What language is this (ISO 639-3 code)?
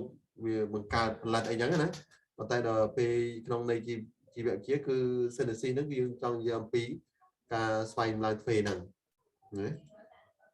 khm